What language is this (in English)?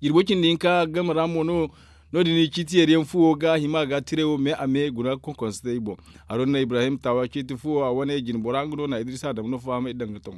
Zarma